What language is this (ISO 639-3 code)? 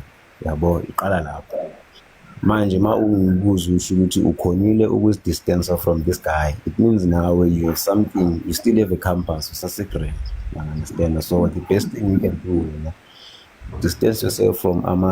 zul